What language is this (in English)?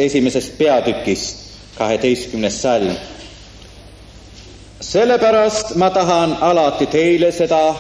Estonian